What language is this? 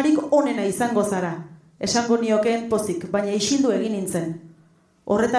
Basque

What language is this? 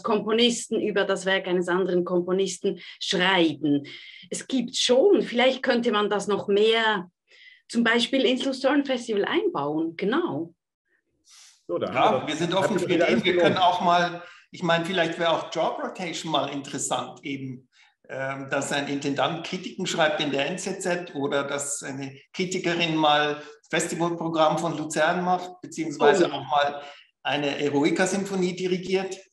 German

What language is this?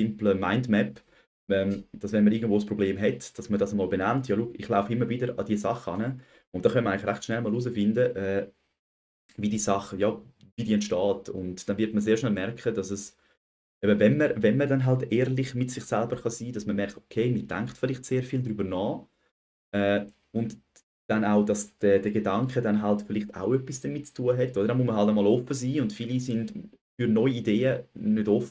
Swiss German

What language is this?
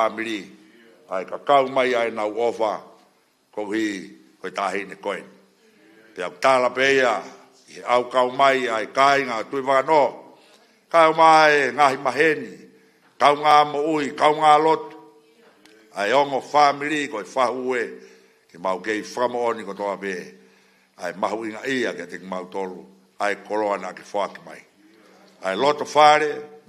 Tongan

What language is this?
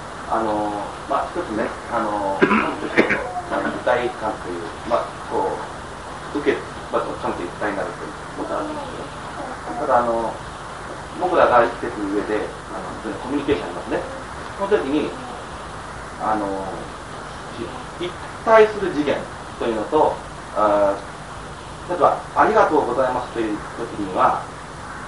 Japanese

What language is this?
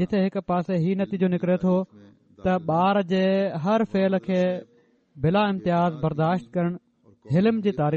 Sindhi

